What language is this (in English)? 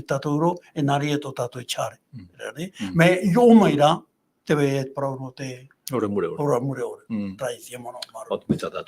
Tahitian